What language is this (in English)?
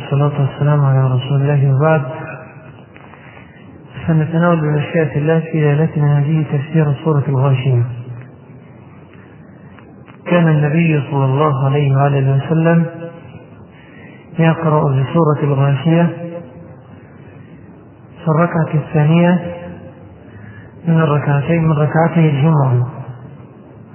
Arabic